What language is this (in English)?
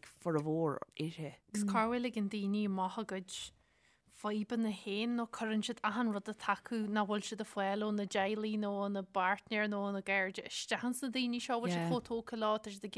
Irish